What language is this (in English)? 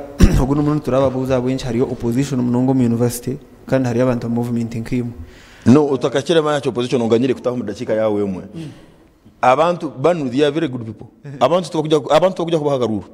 Nyankole